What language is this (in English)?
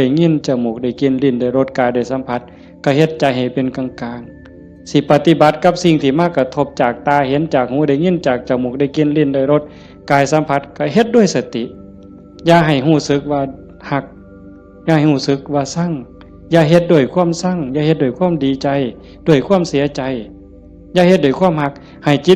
Northeastern Thai